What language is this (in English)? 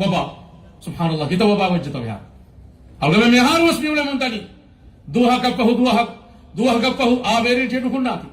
Divehi